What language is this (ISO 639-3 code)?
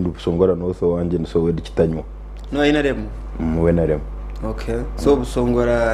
nyn